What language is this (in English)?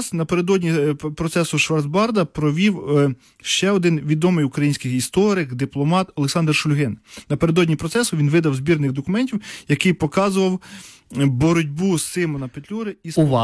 Ukrainian